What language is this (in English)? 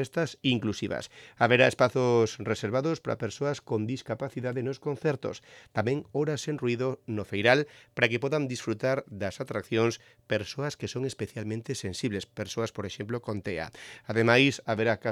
Galician